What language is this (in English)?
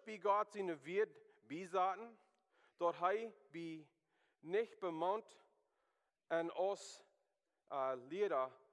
Plautdietsch